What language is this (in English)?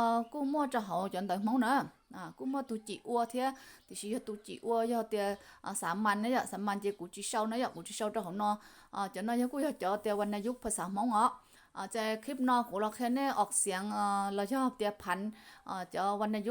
Hmong